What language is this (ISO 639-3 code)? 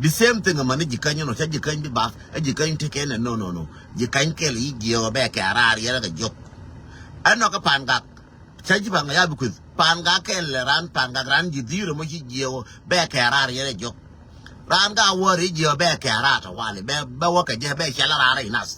nus